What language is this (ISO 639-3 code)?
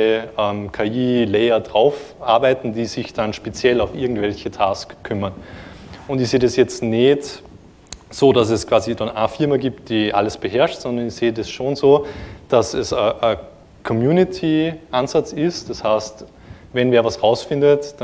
deu